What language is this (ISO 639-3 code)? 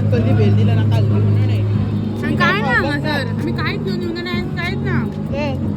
kok